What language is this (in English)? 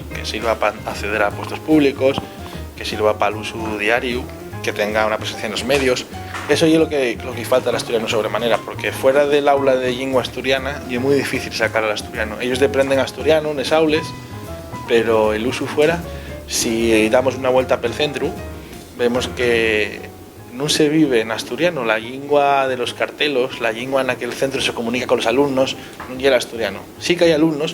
Asturian